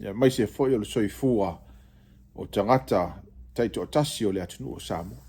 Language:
Samoan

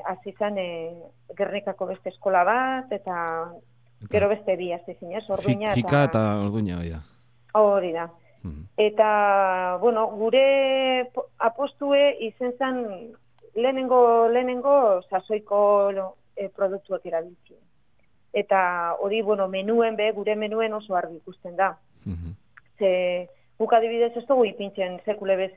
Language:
Basque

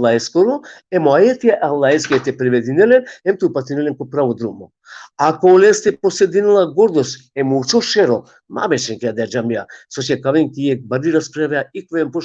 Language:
Balkan Romani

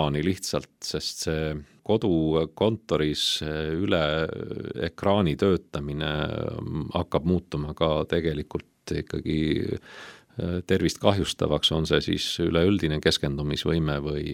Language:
Estonian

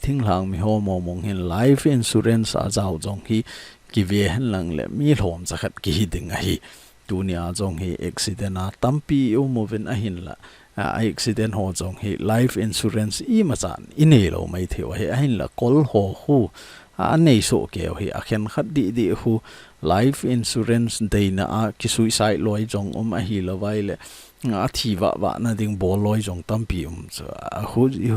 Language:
Thado Chin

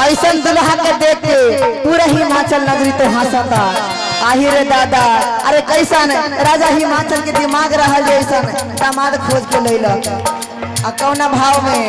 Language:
Magahi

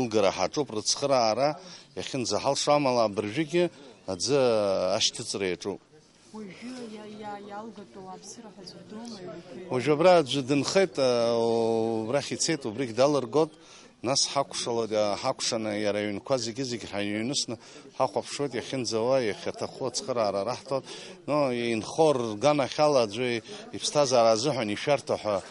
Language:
Abkhazian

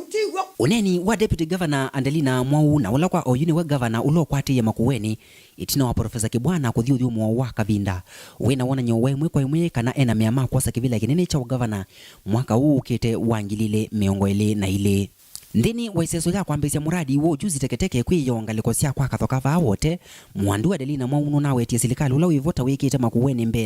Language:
Kamba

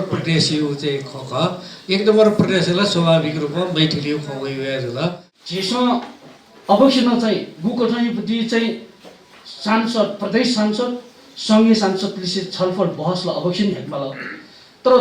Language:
Newari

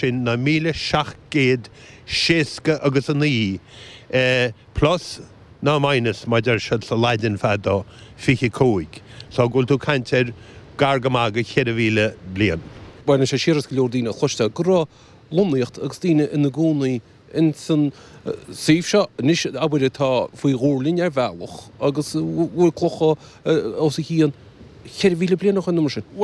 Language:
Irish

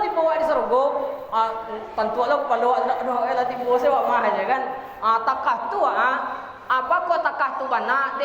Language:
Minangkabau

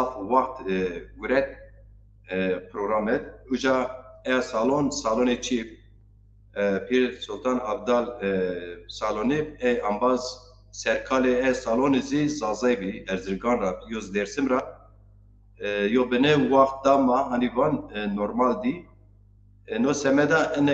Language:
Zaza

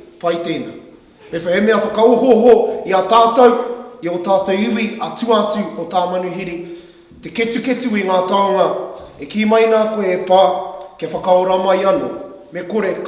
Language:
Māori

